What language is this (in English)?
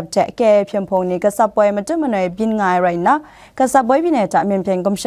Kachin